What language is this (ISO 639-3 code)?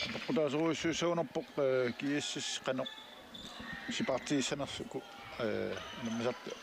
kal